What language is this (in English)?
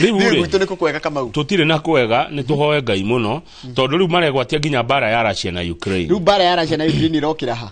Kikuyu